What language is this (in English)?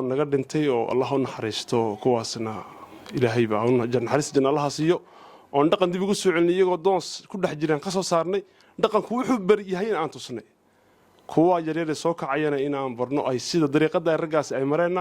Somali